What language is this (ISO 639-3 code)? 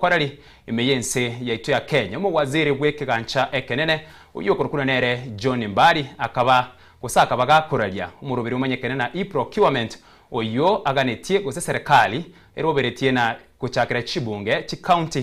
guz